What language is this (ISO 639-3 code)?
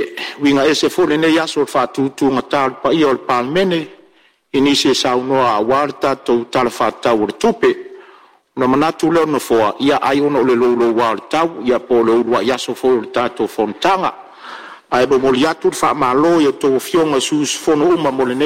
smo